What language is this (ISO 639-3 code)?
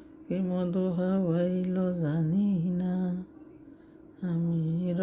syl